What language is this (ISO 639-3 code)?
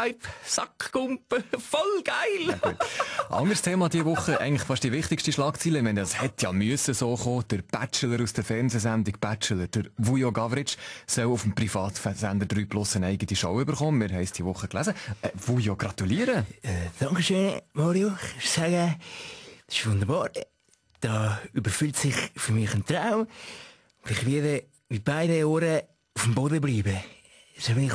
gsw